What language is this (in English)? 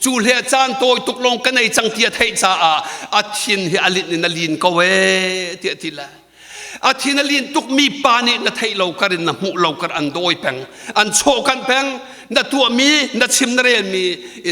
Hakha Chin